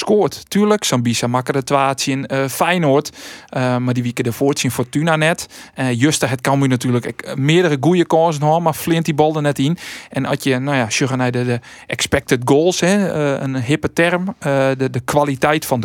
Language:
Western Frisian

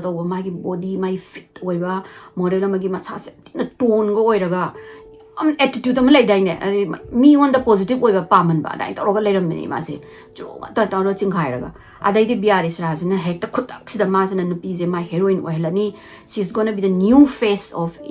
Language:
Manipuri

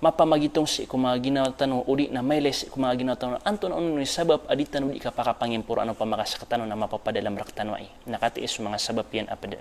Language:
Maranao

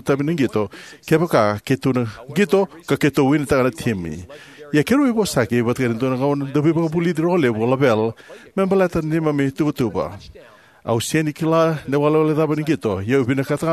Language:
Fijian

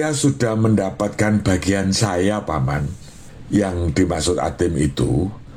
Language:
Indonesian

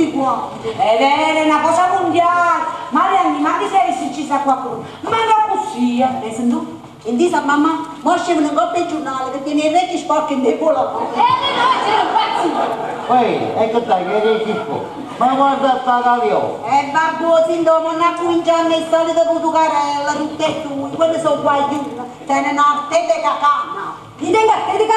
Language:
Neapolitan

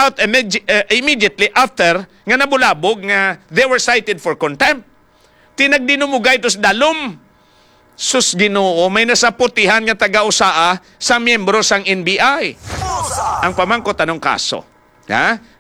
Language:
Hiligaynon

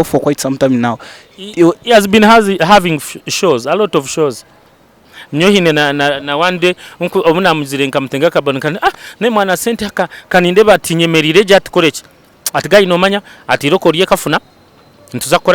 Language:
Nyankole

